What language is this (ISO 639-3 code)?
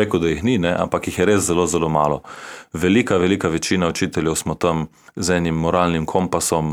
slv